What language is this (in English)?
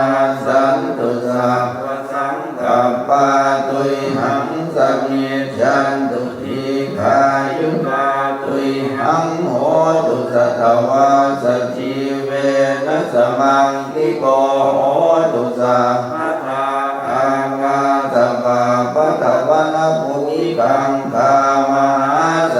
Pali